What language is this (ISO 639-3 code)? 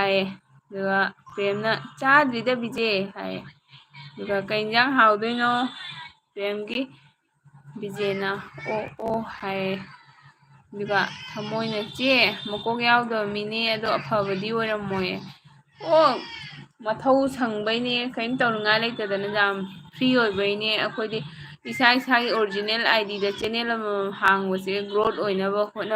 mni